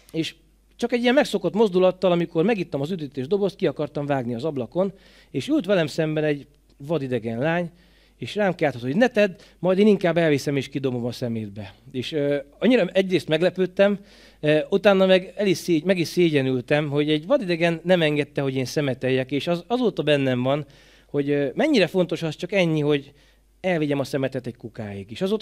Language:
Hungarian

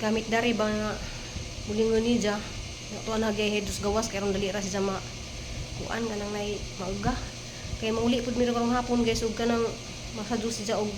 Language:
Cebuano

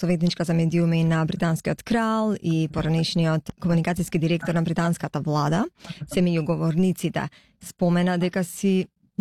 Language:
Macedonian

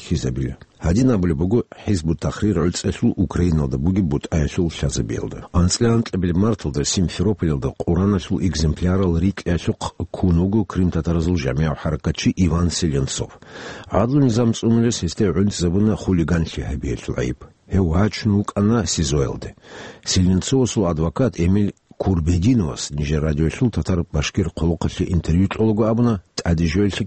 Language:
Avaric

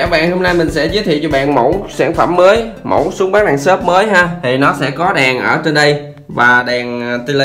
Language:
Vietnamese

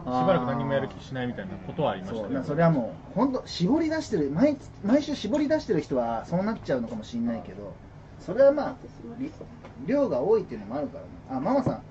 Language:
Japanese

